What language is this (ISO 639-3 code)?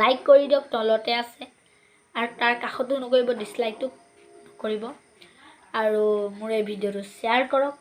asm